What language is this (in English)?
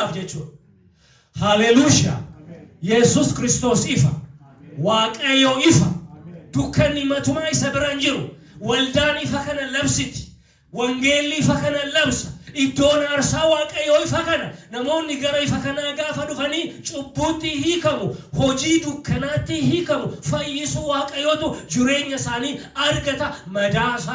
Oromo